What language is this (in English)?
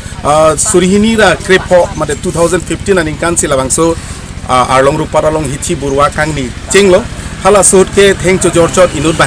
Karbi